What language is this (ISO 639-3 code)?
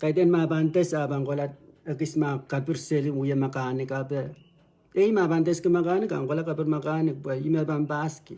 pon